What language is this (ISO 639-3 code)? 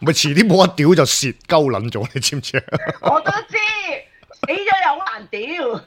yue